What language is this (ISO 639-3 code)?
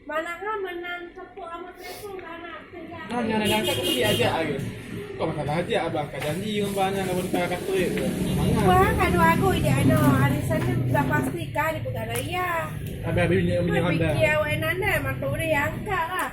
ace